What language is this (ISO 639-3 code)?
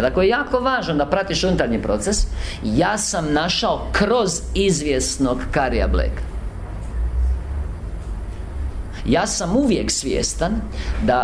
hrv